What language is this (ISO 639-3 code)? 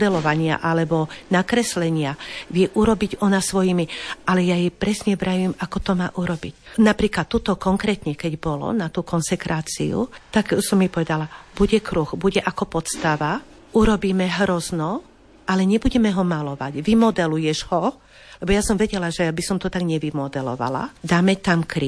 slk